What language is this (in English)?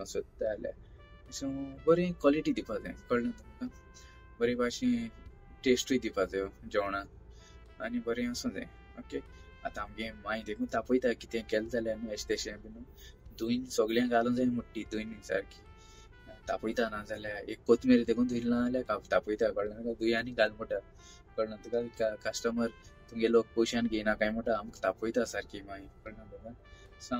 Konkani